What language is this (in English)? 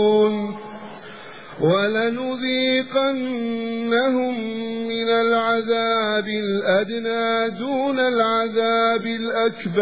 Arabic